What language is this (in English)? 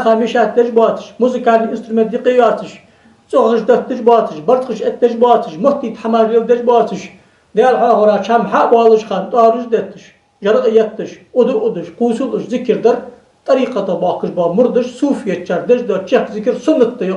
Ingush